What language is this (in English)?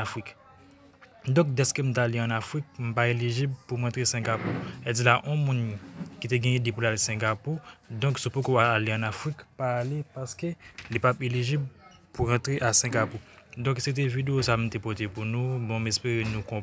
Haitian Creole